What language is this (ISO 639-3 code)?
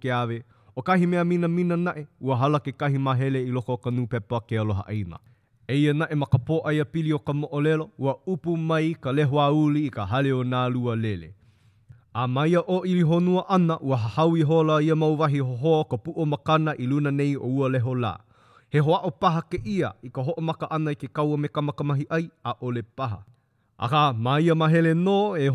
haw